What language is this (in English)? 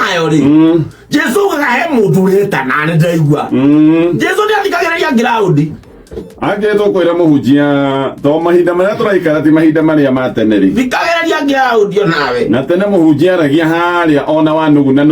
Kikuyu